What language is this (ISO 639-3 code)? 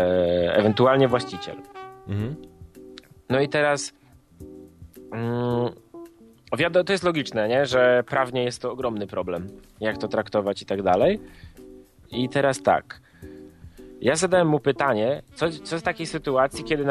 pol